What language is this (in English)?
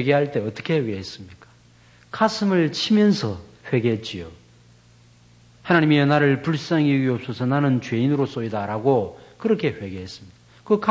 Korean